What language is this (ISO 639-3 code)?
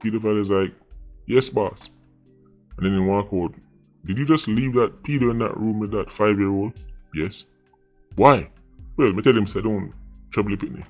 jam